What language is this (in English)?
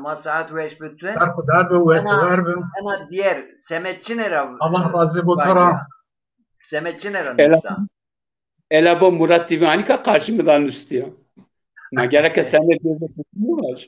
Zaza